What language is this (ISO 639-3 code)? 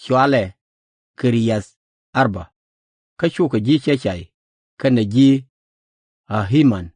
nus